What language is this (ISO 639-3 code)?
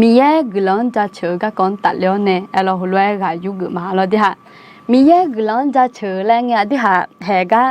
ahk